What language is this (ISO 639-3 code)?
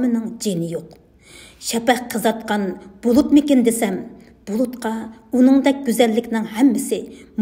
uig